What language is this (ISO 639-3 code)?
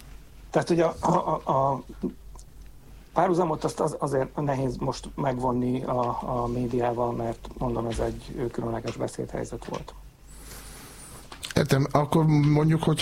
hun